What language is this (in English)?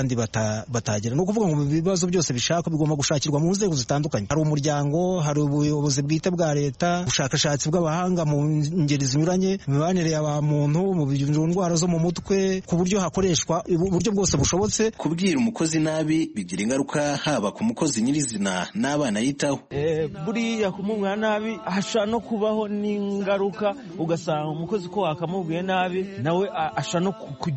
Kinyarwanda